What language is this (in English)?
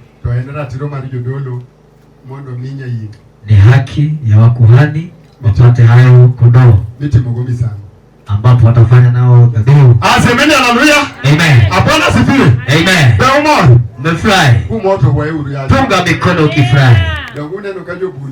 Luo (Kenya and Tanzania)